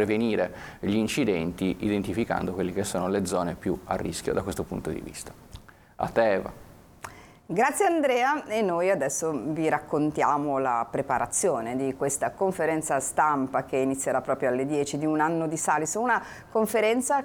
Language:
Italian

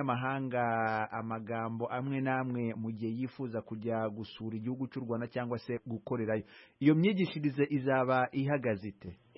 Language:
Kinyarwanda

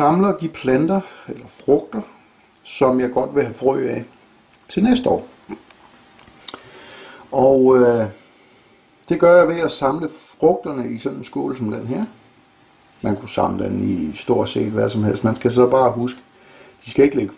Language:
Danish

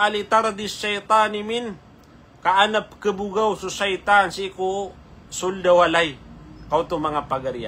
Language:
Maranao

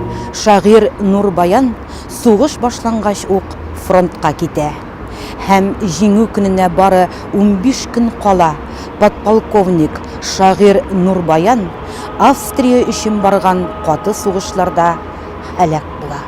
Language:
Tatar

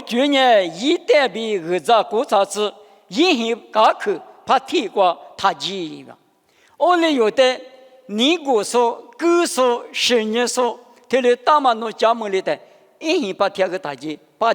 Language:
Lisu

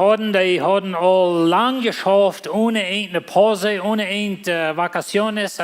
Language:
Plautdietsch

